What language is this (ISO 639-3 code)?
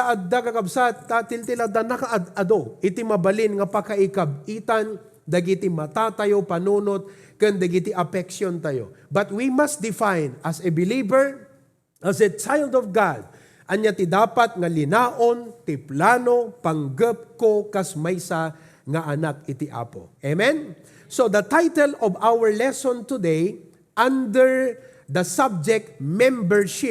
ilo